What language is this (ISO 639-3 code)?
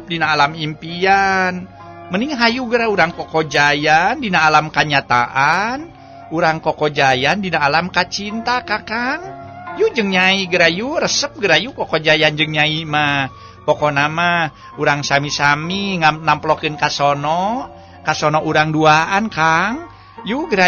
sun